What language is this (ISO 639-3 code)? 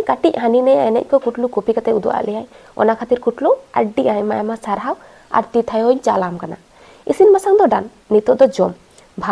sat